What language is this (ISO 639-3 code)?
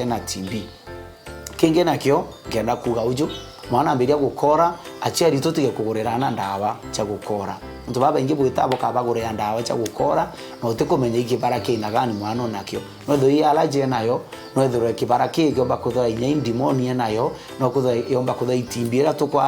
mer